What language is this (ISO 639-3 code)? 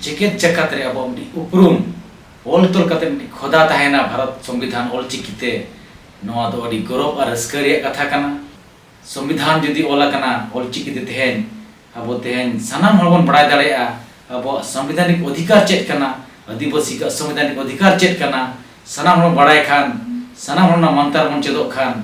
sat